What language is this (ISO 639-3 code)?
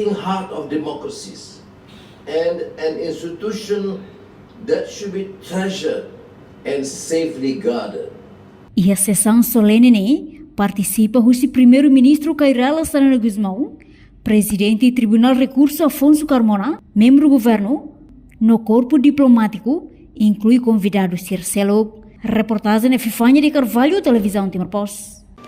tet